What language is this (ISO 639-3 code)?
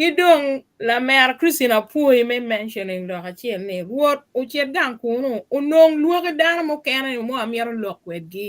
ach